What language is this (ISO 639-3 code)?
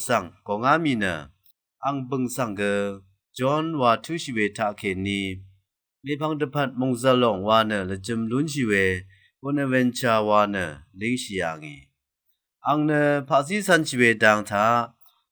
raw